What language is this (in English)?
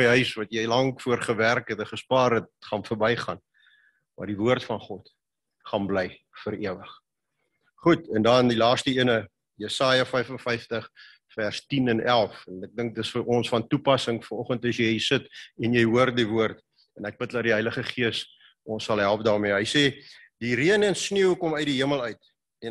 Afrikaans